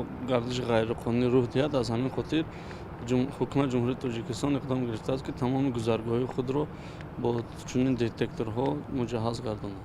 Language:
Tajik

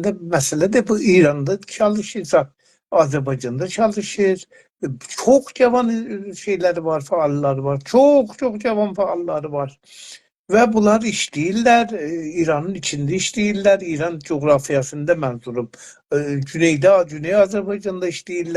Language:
South Azerbaijani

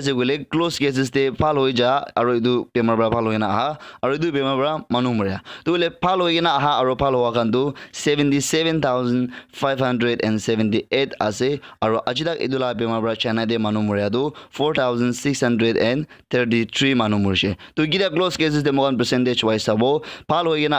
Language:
Naga Pidgin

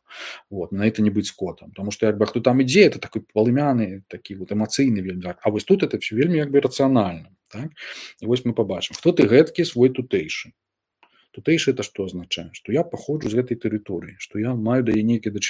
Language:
Belarusian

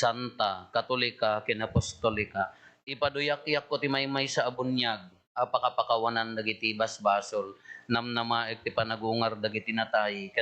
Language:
Iloko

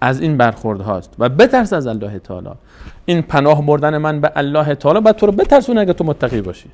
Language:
Persian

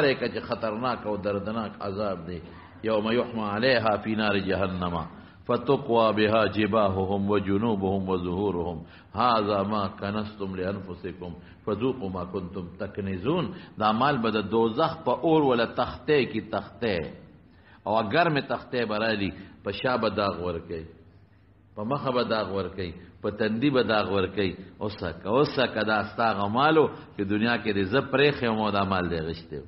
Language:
Pashto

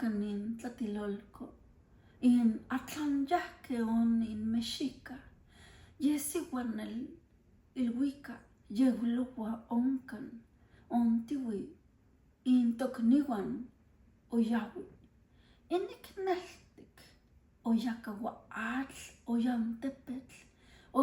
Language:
Classical Nahuatl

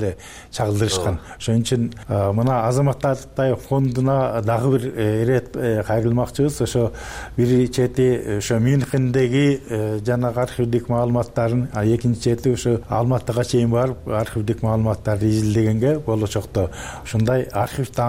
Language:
Kyrgyz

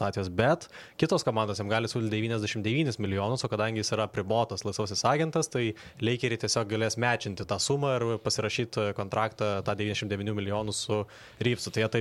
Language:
Lithuanian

